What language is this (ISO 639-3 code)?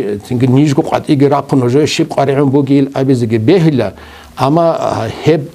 ava